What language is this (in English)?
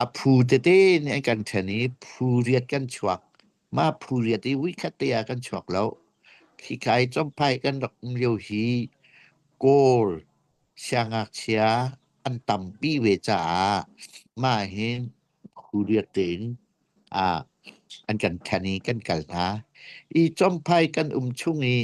Hakha Chin